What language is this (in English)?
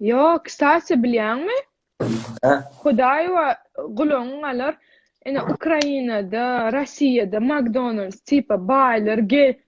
Turkmen